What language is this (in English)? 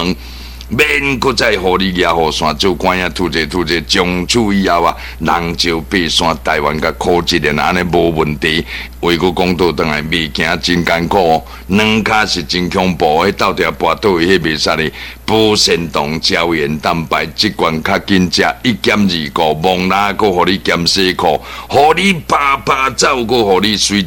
Min Nan Chinese